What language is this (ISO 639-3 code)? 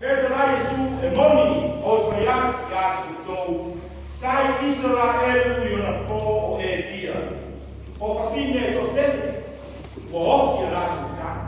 smo